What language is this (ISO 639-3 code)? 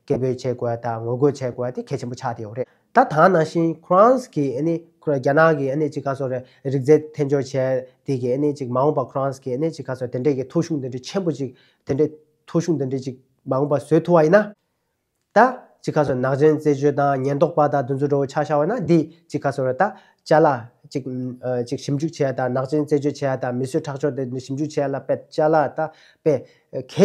bod